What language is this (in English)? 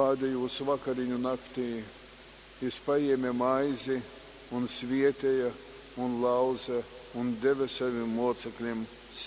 Latgalian